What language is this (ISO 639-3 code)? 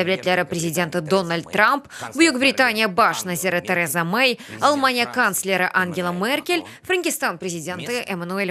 crh